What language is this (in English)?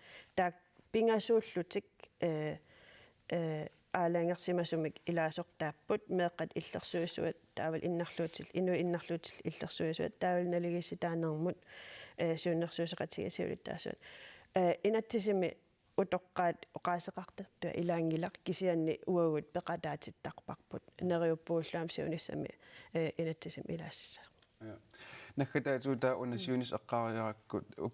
Kalaallisut